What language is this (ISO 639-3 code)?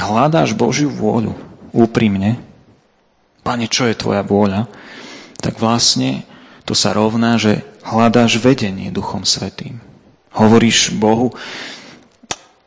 slk